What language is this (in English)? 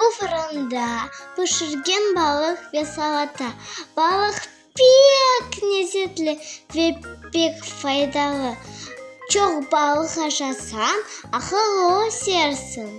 Crimean Tatar